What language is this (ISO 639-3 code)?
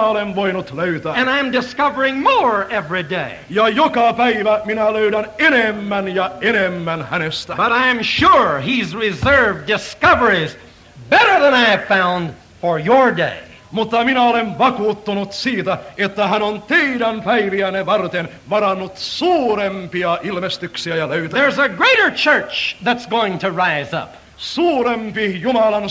fin